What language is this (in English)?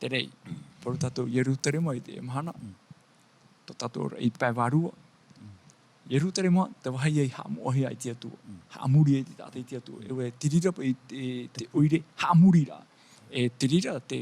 Tahitian